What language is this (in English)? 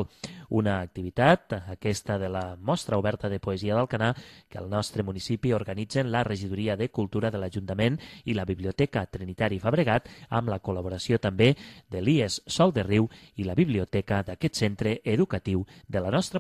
Catalan